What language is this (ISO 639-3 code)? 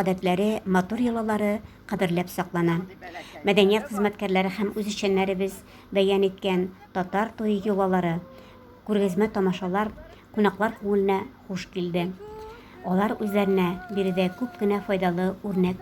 tat